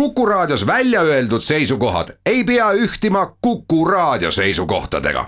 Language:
Estonian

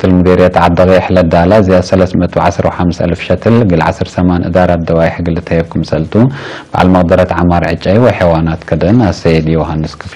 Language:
Tigre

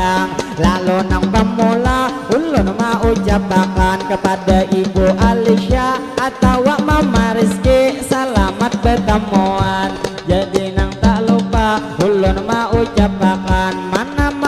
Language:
Banjar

